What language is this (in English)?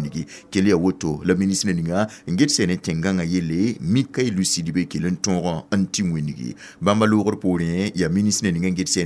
Mossi